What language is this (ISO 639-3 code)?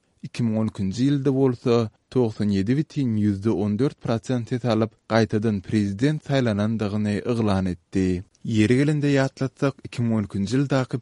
tuk